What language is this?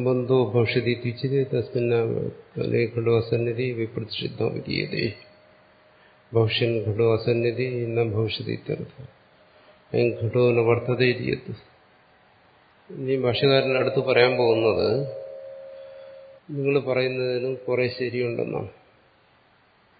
Malayalam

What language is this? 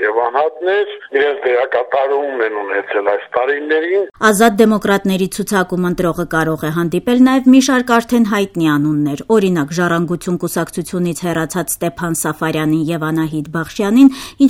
Armenian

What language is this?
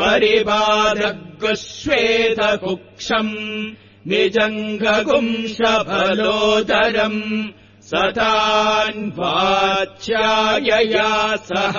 Sanskrit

